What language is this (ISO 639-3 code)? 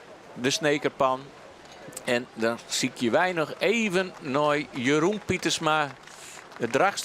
fry